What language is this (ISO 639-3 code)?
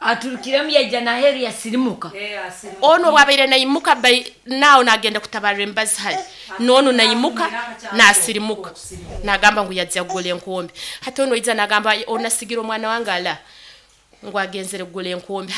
nyn